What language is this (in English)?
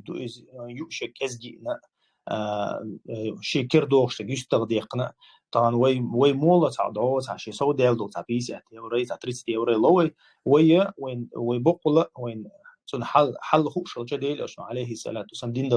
Chechen